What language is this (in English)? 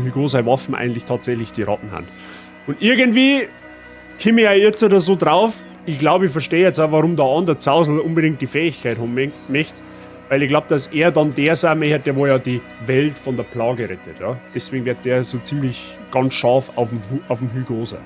Bavarian